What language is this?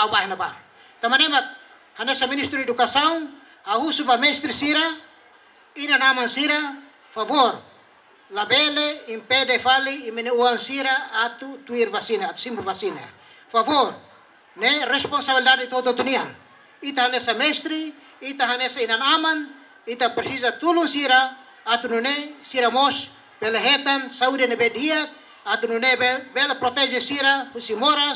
Tetum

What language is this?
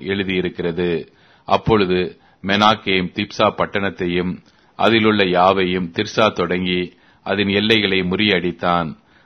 Tamil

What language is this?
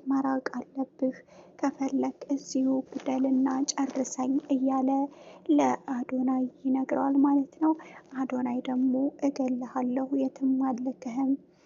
Amharic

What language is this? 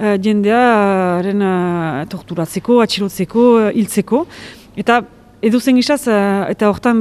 Basque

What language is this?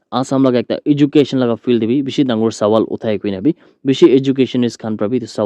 Naga Pidgin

